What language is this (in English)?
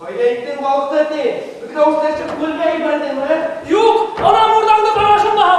Bashkir